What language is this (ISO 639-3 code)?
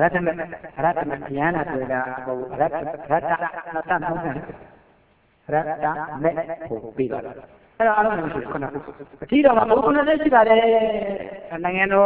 mya